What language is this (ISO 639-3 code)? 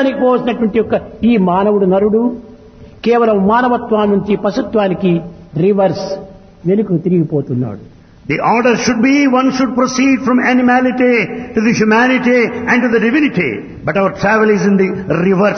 tel